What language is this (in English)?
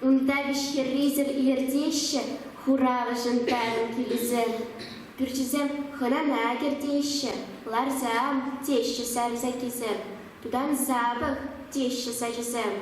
Chuvash